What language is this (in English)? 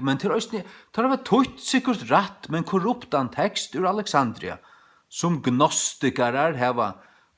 Faroese